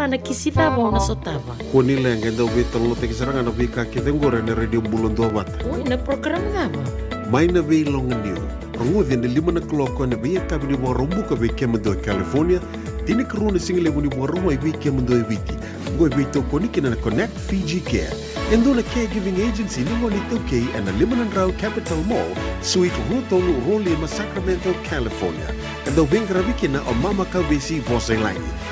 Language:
Fijian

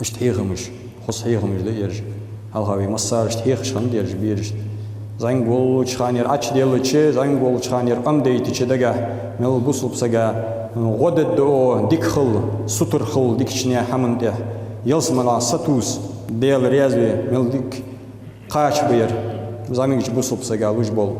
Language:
Ingush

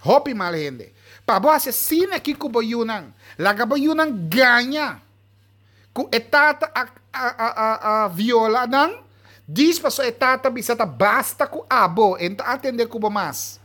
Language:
Papiamento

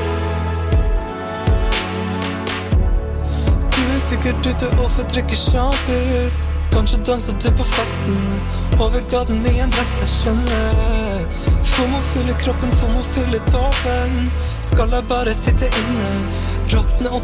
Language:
Norwegian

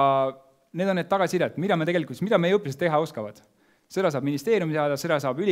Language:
Estonian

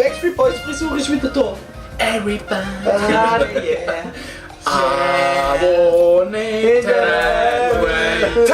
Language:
Swiss German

